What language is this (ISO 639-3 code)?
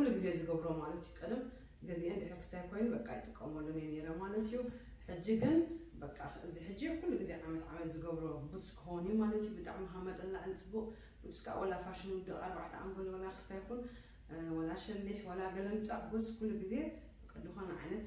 tir